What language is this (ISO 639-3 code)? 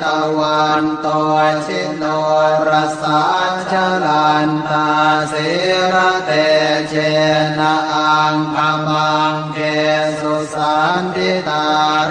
pli